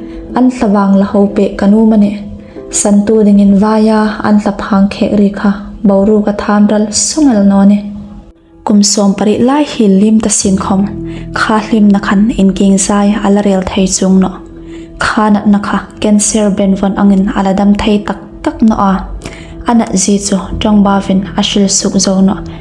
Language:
Hmar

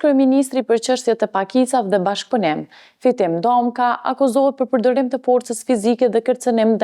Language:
Albanian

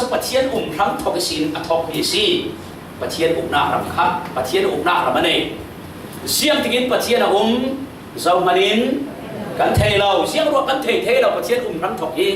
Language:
Falam Chin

